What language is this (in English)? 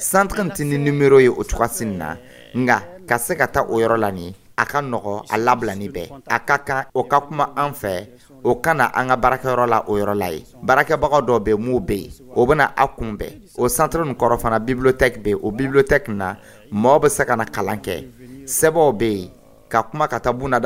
Dyula